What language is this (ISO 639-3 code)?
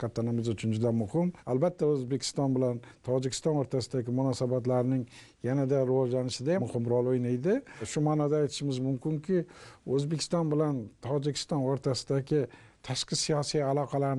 uzb